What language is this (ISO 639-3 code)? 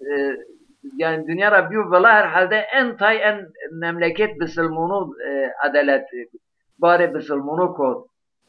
zza